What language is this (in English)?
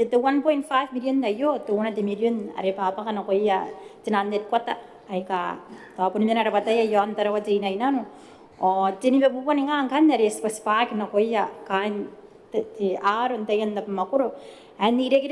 Gilbertese